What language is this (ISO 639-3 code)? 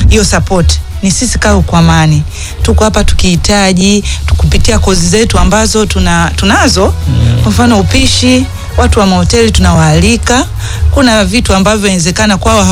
swa